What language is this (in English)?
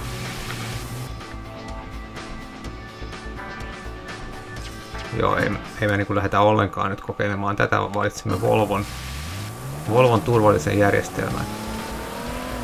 Finnish